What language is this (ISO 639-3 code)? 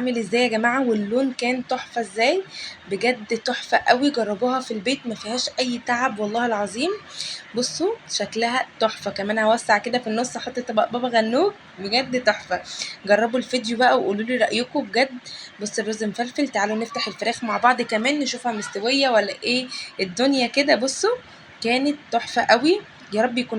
arz